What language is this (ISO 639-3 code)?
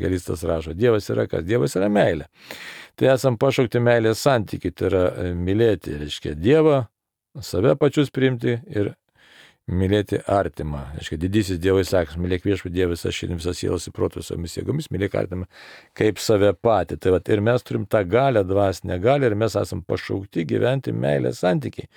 lit